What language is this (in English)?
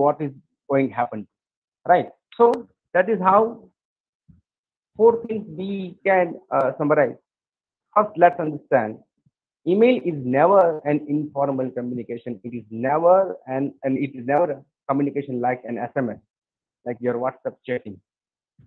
English